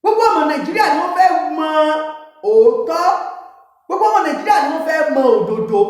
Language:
Yoruba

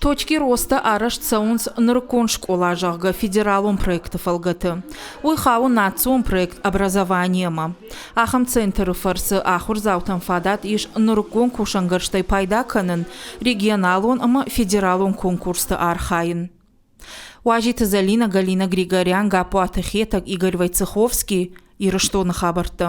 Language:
Ossetic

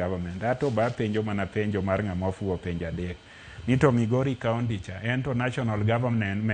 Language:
Luo (Kenya and Tanzania)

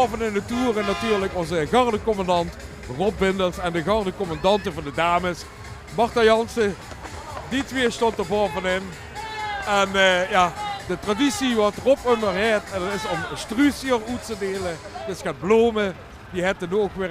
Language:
Limburgish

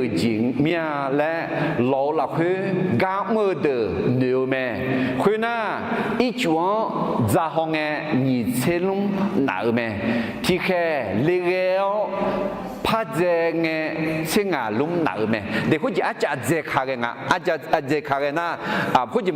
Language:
Akha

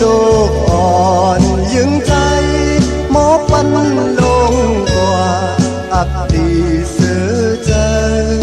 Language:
Shan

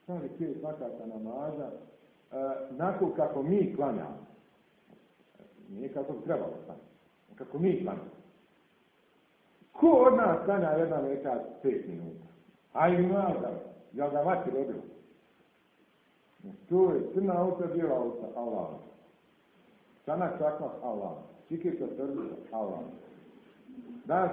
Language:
Bosnian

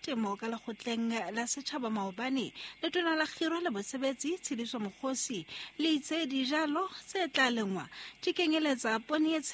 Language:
Southern Sotho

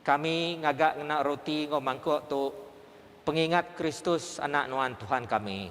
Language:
Iban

